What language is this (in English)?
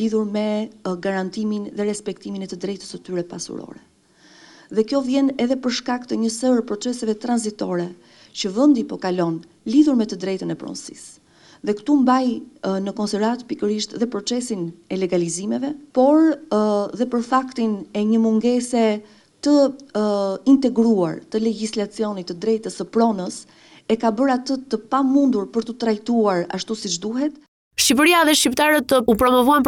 Albanian